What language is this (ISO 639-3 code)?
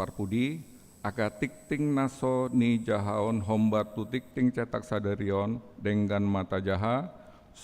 bbc